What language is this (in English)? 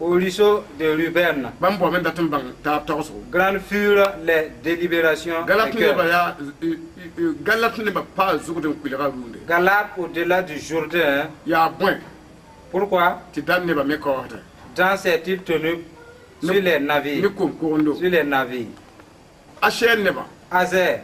Mossi